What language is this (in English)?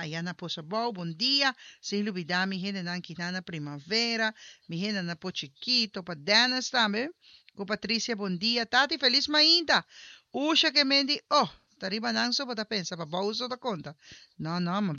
Papiamento